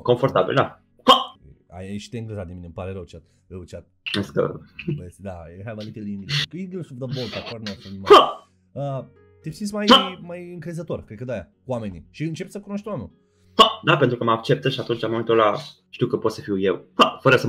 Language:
Romanian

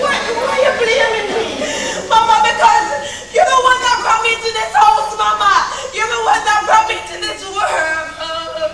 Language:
Jamaican Creole English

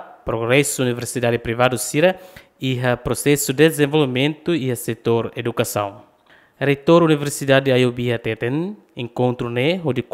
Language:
Tetum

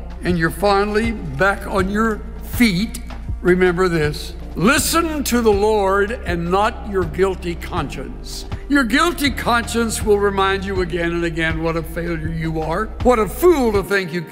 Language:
English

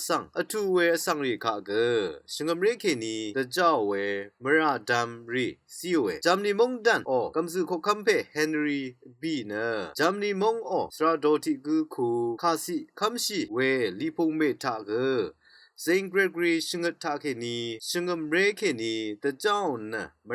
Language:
Rawang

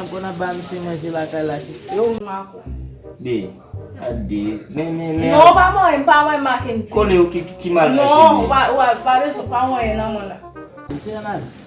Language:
Haitian Creole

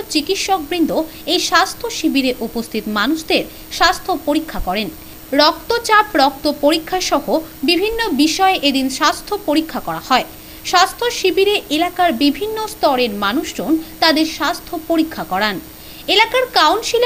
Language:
Bangla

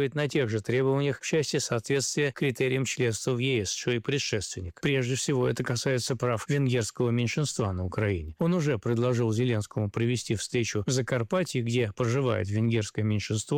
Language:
Russian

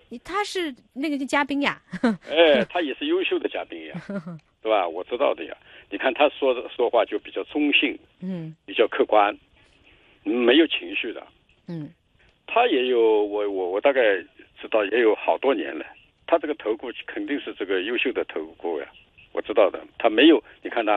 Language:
Chinese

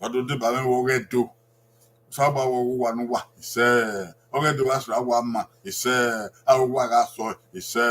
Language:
Bini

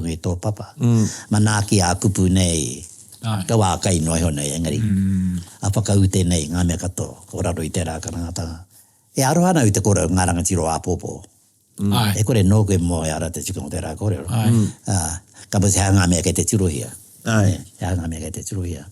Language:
Māori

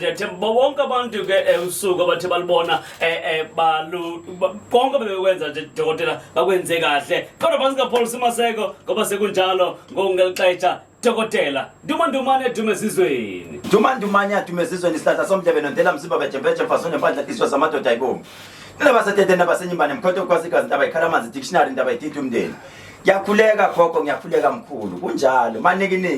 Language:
Zulu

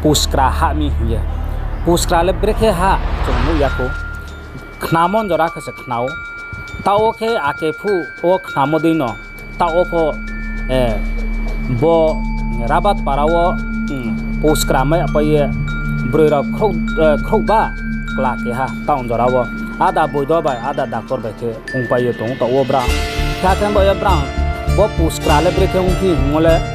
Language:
Riang (India)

